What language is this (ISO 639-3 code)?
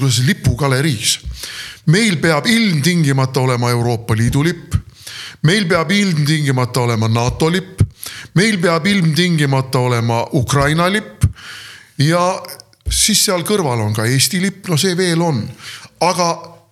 est